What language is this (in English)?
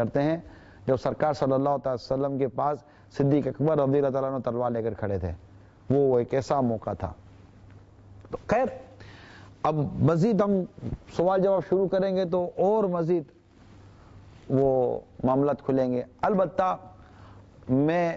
Urdu